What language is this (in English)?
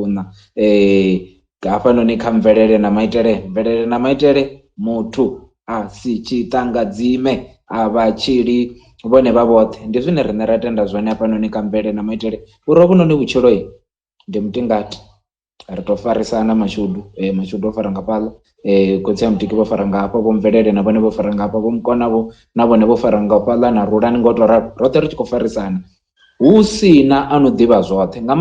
Venda